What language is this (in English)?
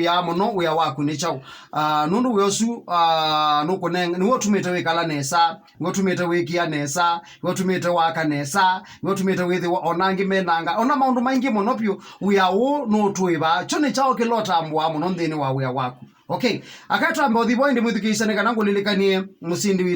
Kamba